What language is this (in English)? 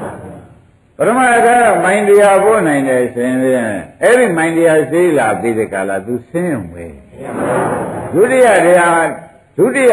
Burmese